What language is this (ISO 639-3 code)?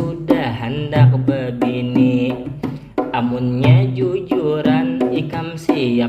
bjn